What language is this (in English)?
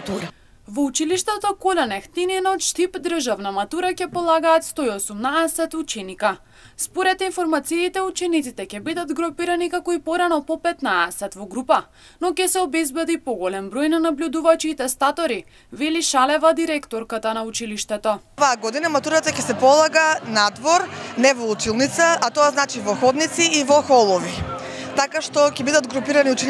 Macedonian